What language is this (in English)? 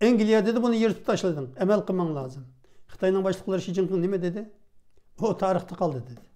Uyghur